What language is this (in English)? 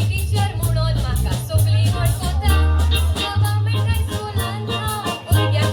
Konkani